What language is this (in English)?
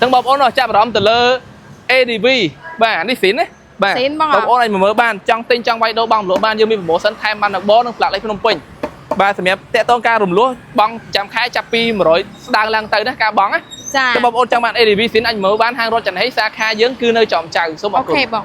Khmer